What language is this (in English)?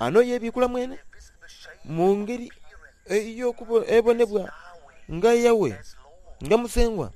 Soga